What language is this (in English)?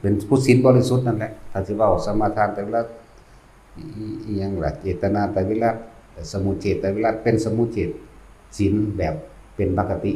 Northeastern Thai